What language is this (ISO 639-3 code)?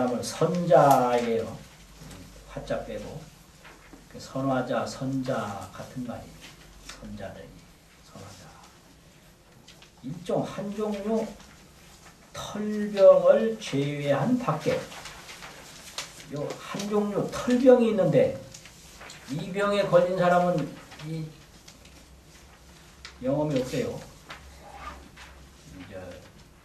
kor